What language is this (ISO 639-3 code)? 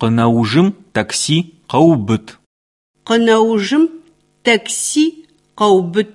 sqi